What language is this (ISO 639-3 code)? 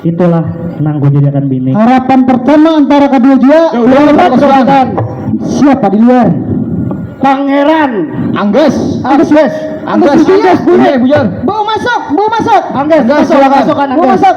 bjn